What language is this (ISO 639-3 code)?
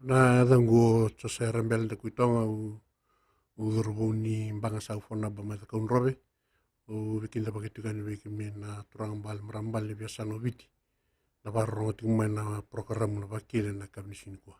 fij